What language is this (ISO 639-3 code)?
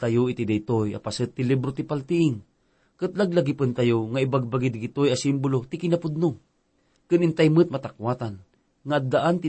ilo